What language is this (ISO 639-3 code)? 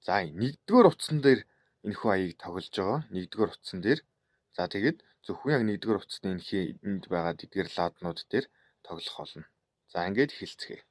mon